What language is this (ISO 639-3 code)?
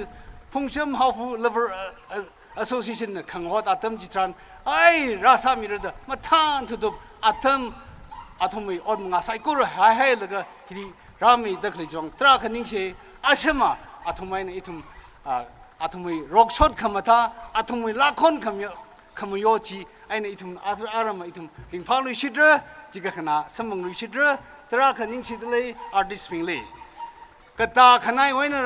nmf